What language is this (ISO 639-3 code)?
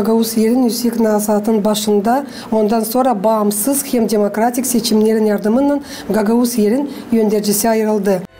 gag